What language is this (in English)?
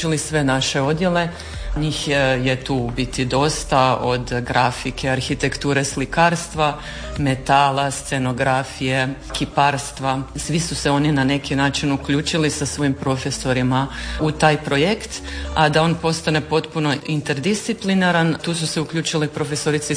Croatian